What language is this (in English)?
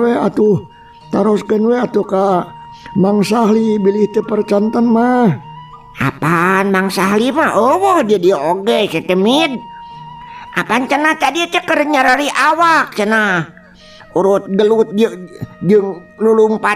Sundanese